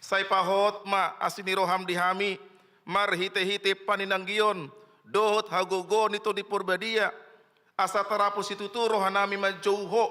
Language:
Batak Toba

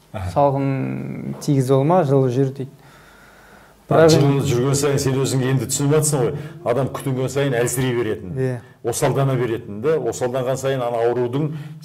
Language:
Kazakh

